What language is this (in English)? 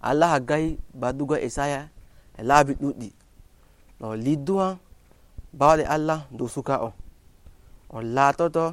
Nigerian Fulfulde